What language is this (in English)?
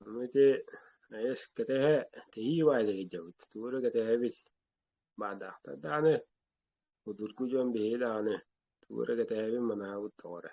Yakut